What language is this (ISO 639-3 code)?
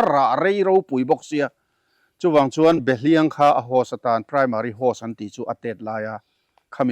lus